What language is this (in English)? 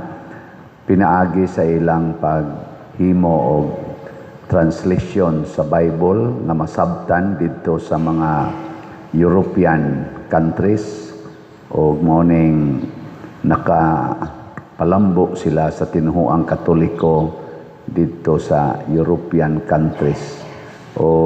Cebuano